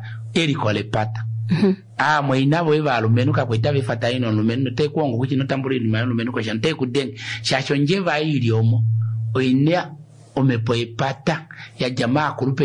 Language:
Kuanyama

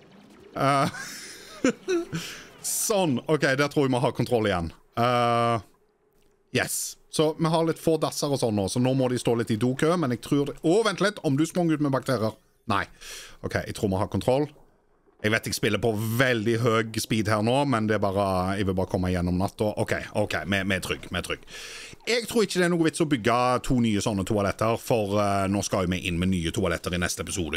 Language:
Norwegian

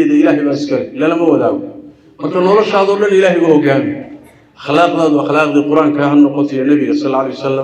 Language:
Somali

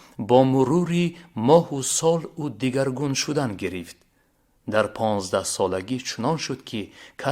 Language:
Tajik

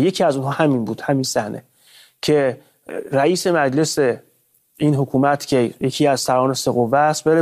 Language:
Persian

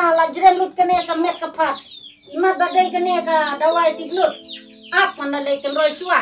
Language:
Khasi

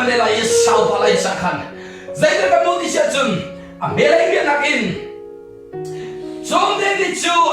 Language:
Hakha Chin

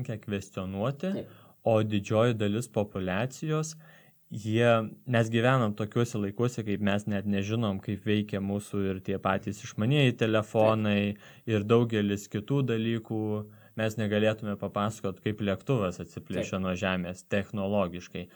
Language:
Lithuanian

